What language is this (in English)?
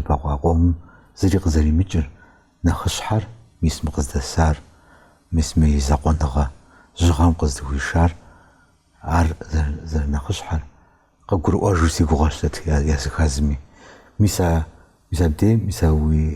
Kabardian